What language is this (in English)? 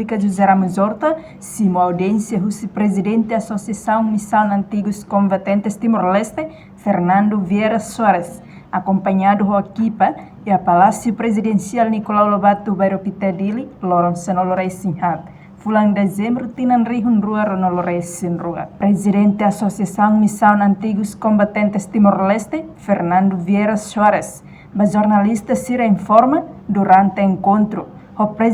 Tetum